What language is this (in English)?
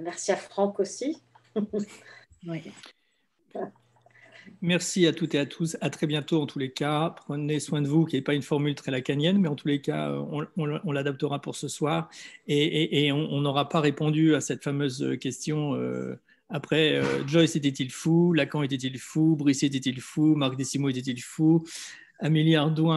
French